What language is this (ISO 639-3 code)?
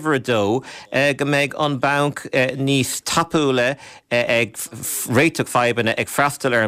gle